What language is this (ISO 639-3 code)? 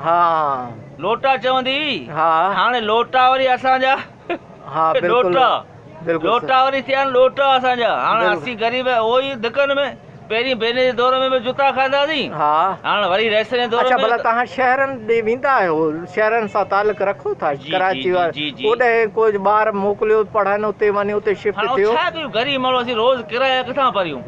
snd